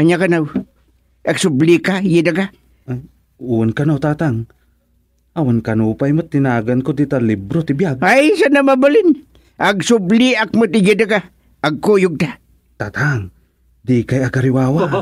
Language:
Iloko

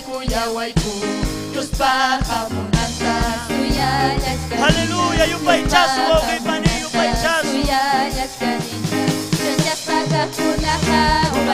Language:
Ayacucho Quechua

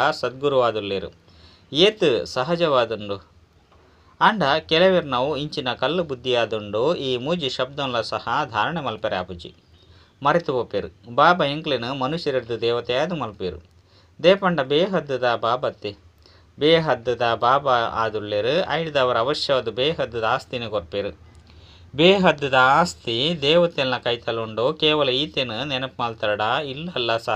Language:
Tulu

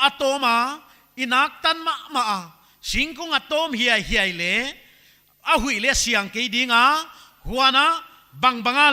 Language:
Paite Chin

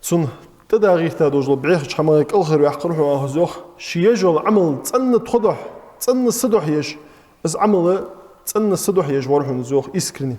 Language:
Ingush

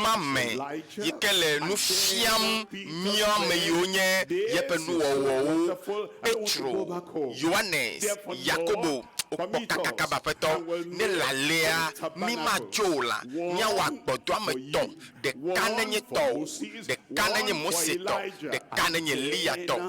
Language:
Ewe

